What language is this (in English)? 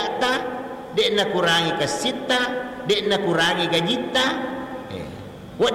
Buginese